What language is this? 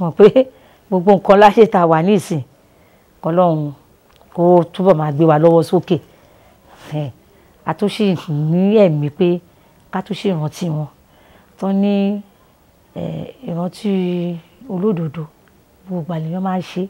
Yoruba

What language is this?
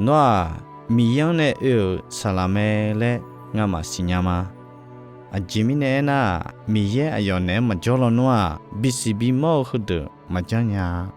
Akha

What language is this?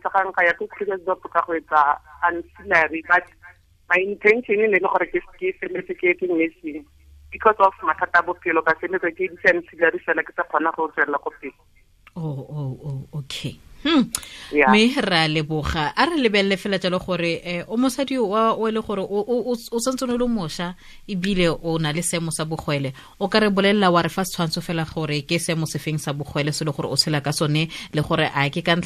Tswana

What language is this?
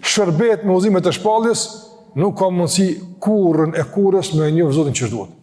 Albanian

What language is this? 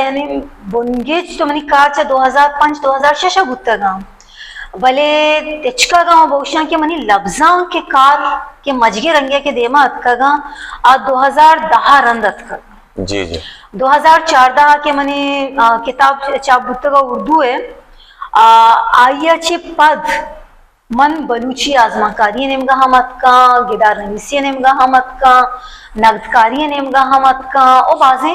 Baluchi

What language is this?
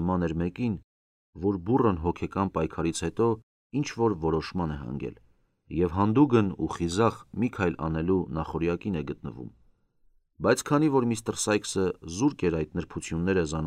Armenian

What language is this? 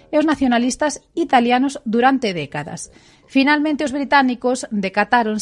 Galician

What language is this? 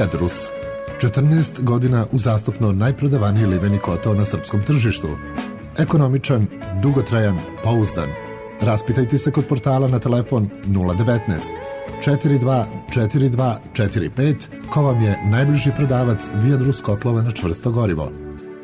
Serbian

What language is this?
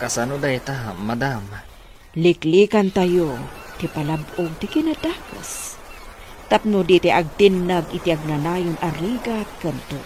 Iloko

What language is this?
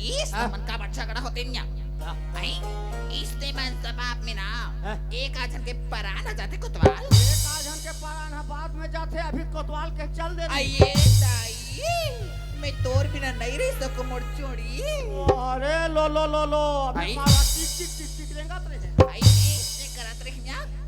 Chhattisgarhi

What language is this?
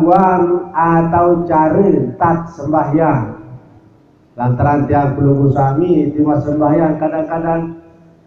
Sasak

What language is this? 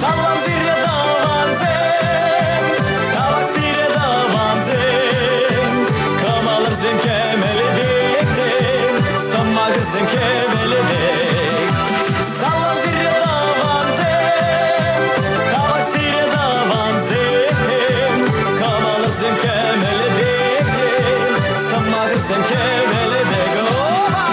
Chuvash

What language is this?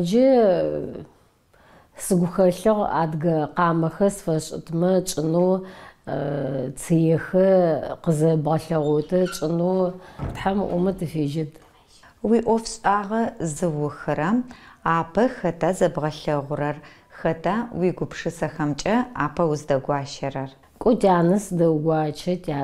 Adyghe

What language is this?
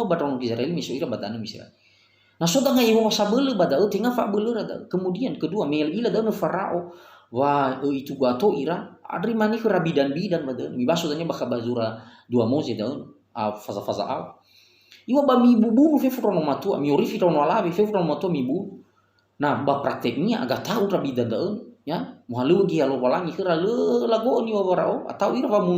Nias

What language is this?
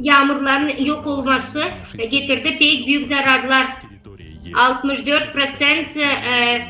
Gagauz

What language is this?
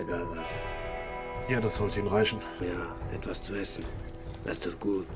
Swiss German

